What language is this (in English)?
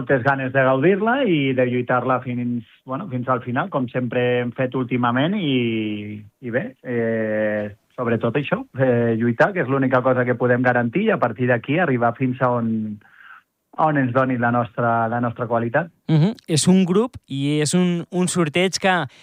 Catalan